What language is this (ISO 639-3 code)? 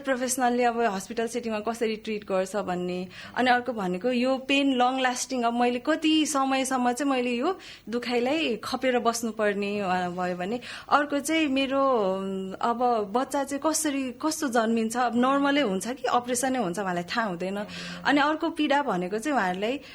nep